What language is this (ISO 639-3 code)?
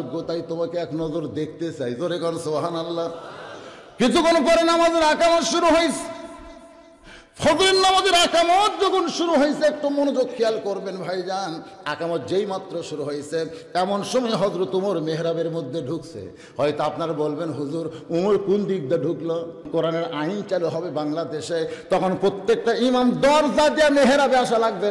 ben